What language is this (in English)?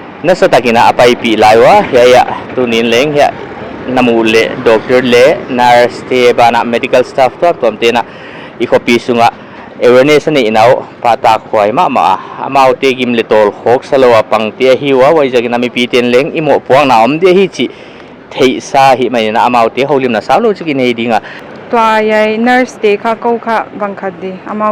Paite Chin